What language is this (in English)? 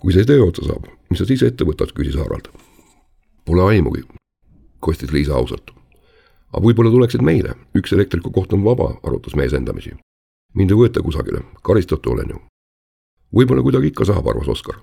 Estonian